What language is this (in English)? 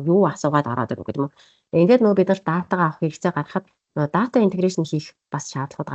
Mongolian